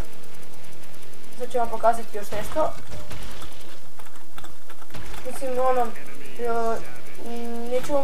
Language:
Serbian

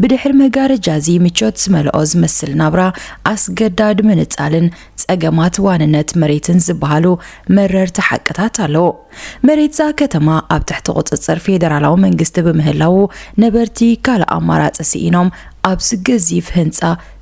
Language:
Tigrinya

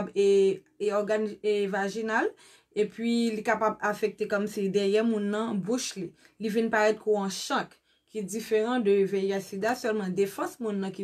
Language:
Haitian Creole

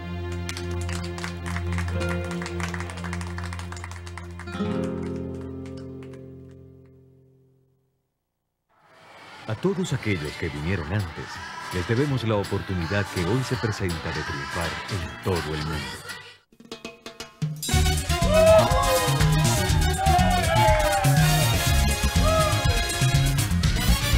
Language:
Spanish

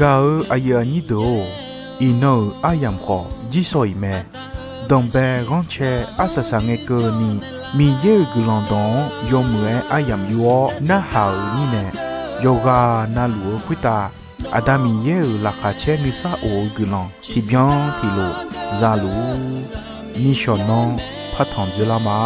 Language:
Akha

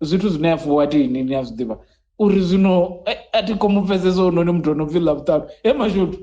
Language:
Venda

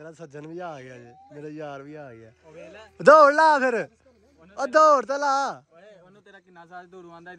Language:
Punjabi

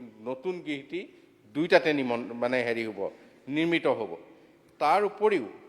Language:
Assamese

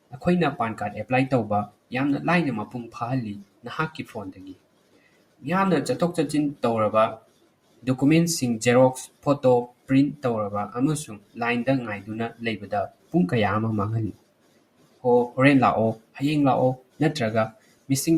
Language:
Manipuri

